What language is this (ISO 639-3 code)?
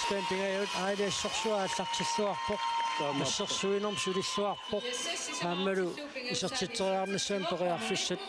kal